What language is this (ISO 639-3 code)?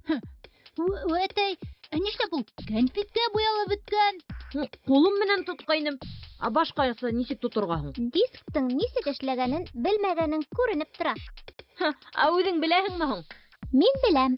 bak